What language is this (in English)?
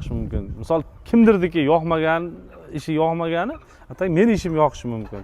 Uzbek